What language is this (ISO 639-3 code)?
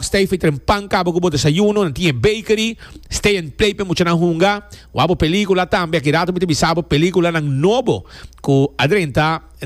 pap